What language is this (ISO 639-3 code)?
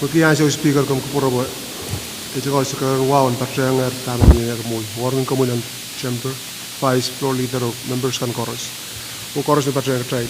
pon